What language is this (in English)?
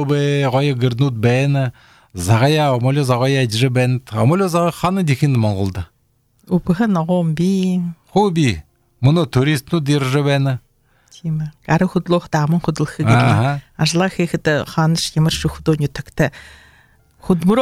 Belarusian